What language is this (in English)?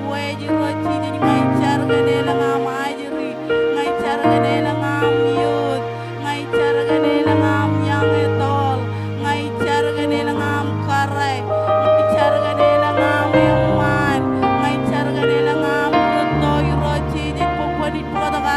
Marshallese